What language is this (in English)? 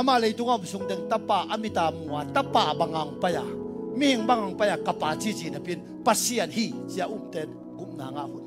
Tedim Chin